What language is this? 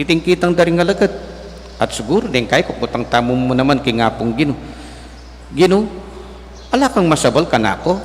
Pampanga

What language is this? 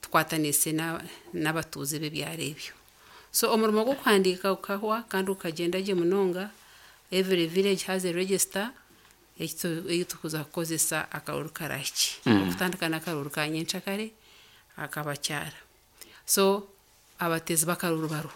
Nyankole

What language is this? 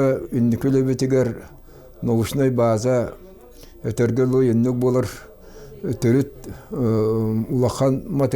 Yakut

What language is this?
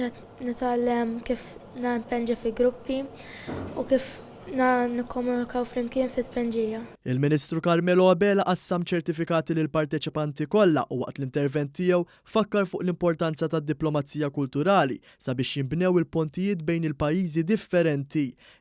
Maltese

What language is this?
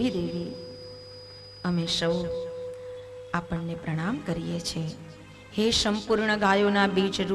Gujarati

